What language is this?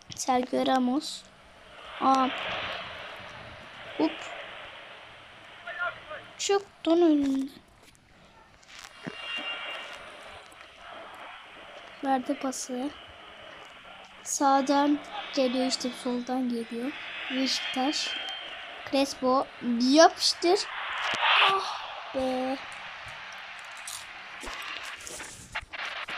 Turkish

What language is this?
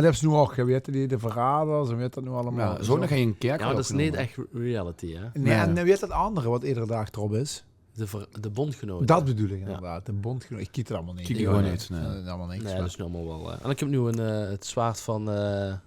Limburgish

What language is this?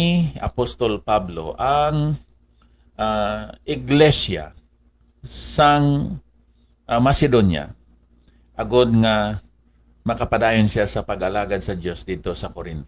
Hiligaynon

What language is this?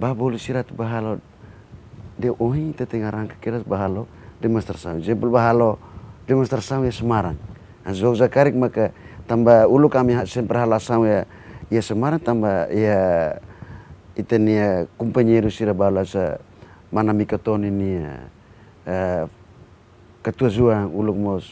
Tetum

